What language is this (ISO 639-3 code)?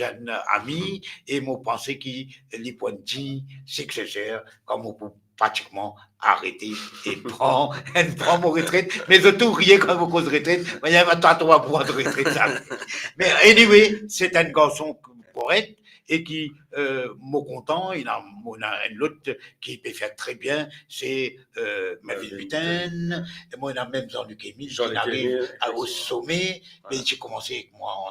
mfe